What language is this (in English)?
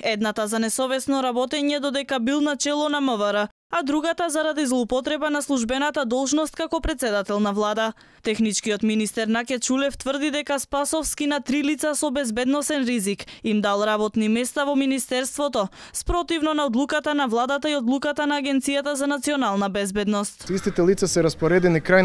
Macedonian